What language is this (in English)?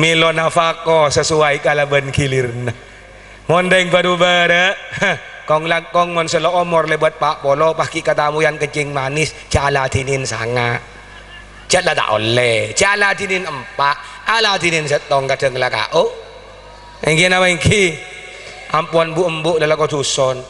Madurese